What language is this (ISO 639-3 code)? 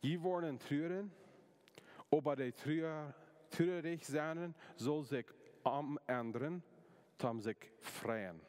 pdt